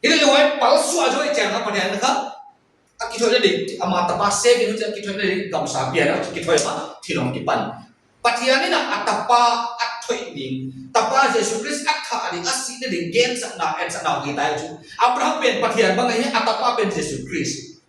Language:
Paite Chin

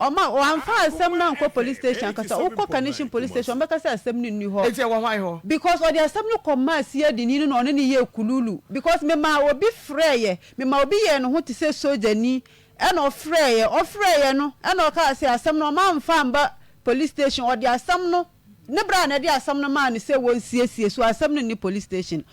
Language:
Akan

